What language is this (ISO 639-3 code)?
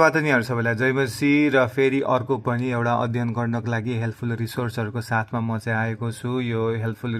nep